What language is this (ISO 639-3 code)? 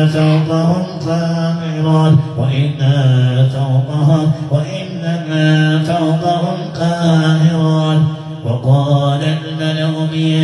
ara